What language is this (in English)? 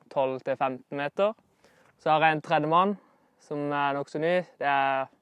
Norwegian